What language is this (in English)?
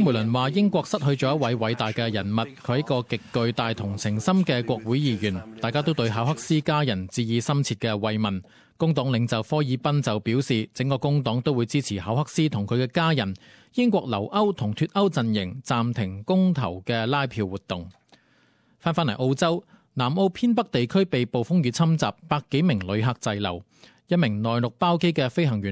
Cantonese